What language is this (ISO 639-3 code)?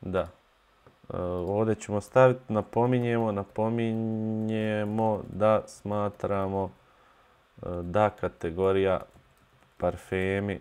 bos